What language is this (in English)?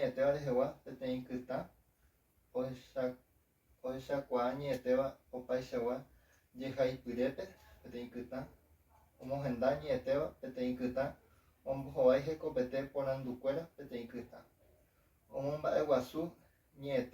Guarani